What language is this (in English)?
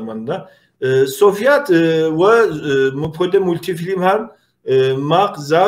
Kabardian